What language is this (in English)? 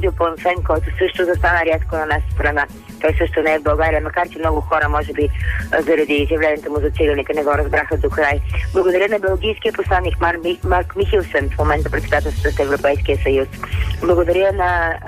Bulgarian